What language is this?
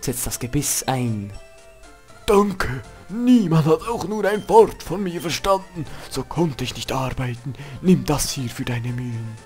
Swiss German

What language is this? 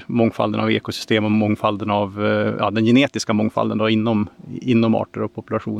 Swedish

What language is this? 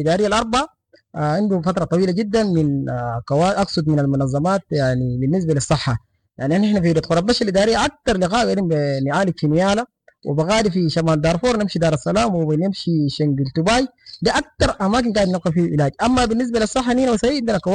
Sudanese Arabic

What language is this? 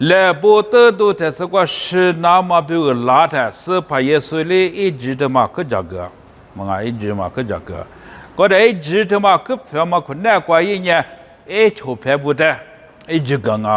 Lisu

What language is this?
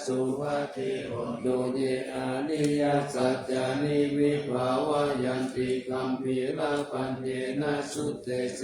Pali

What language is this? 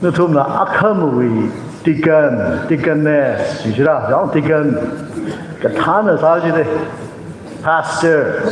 Tangkhul Naga (India)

